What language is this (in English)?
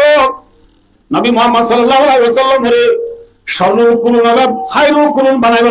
Rohingya